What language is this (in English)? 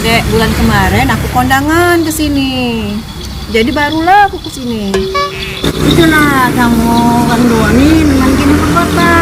Musi